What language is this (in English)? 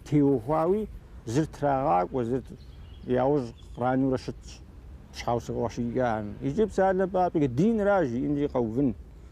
Kabardian